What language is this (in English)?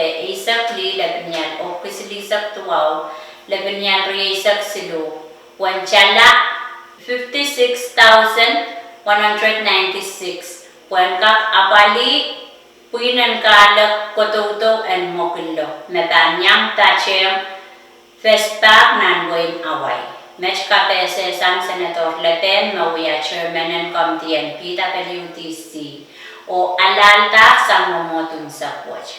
Pohnpeian